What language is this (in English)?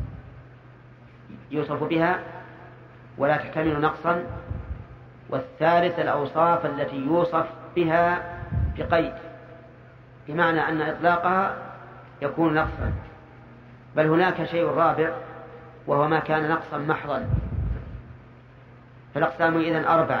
Arabic